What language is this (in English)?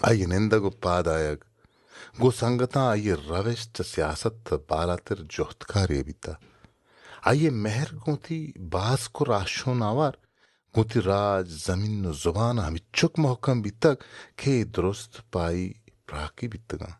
Baluchi